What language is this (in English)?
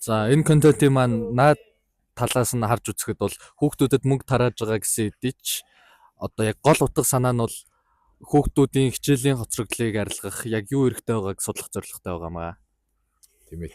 Mongolian